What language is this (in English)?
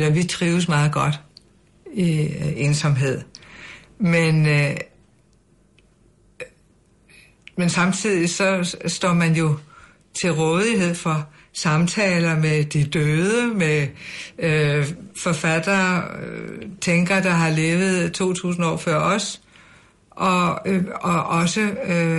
Danish